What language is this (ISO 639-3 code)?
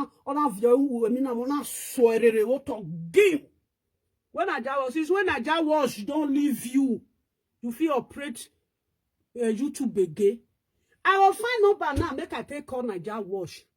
pcm